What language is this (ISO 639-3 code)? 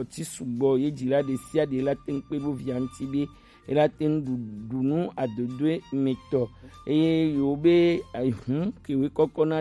gej